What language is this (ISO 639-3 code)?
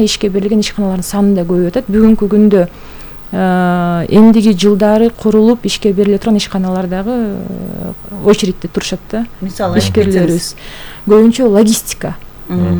kir